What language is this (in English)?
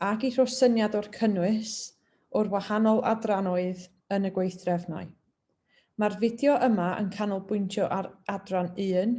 Welsh